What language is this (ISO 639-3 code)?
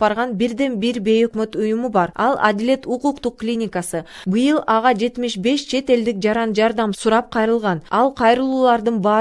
kir